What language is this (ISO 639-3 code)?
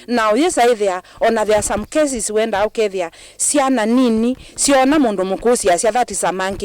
kam